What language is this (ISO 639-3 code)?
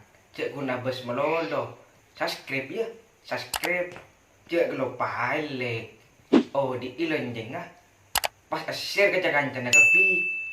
mad